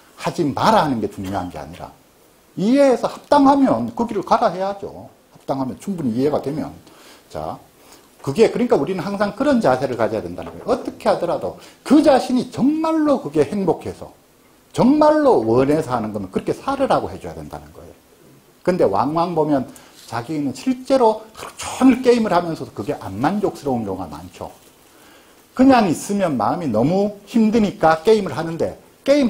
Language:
Korean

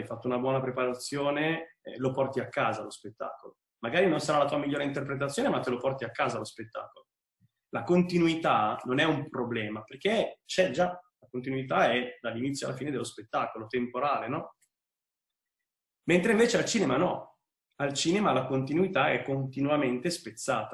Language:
Italian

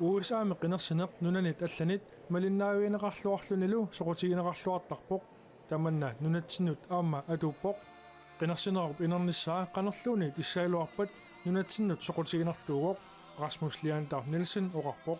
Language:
Kalaallisut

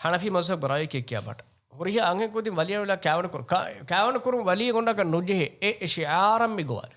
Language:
Divehi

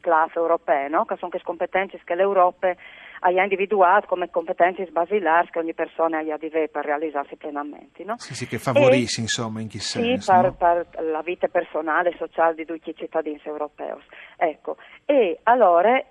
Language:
Friulian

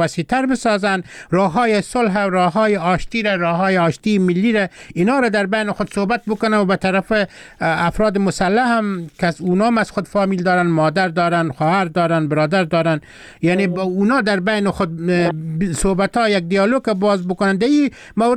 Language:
Persian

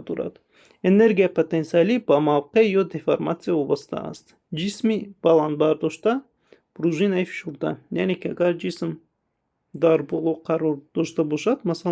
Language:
Tajik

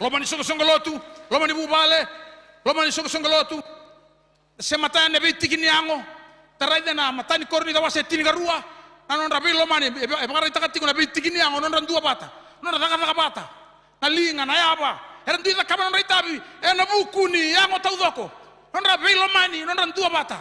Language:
Fijian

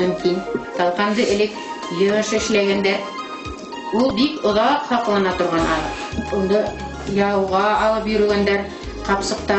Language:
Bashkir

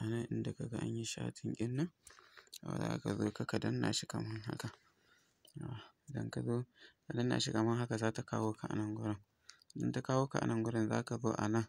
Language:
Hausa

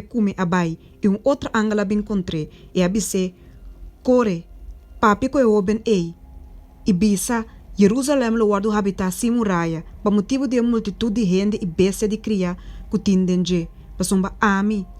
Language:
Papiamento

